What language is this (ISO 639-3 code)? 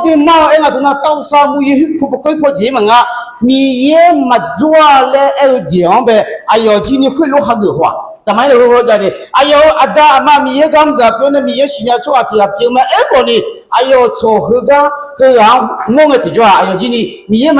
ahk